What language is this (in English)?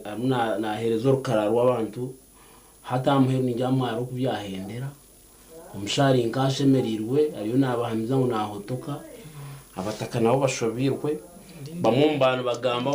Nyankole